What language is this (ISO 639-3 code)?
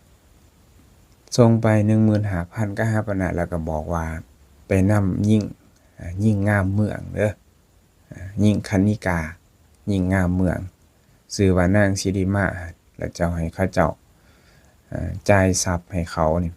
lao